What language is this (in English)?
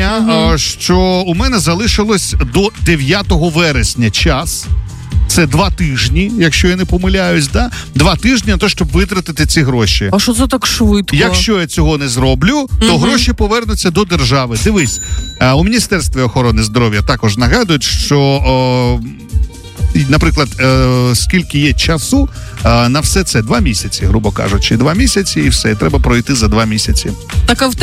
Ukrainian